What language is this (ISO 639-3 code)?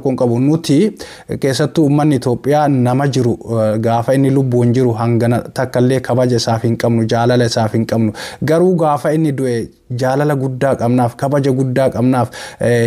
orm